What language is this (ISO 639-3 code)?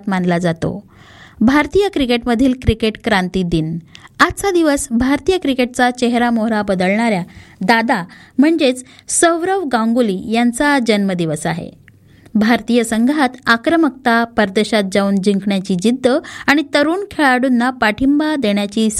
mar